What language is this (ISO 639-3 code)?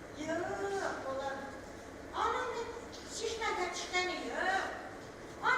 tat